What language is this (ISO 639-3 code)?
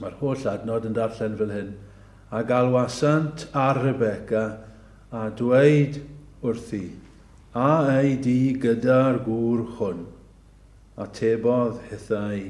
cym